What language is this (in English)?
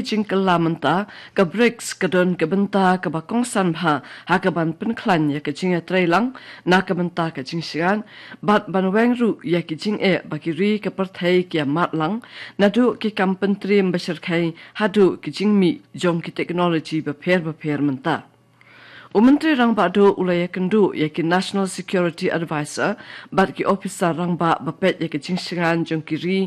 Khasi